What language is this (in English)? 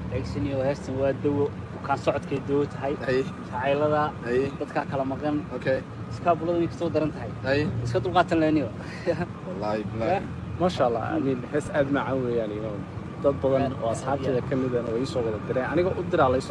Somali